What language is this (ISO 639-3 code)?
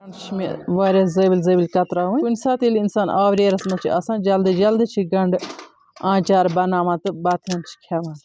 kas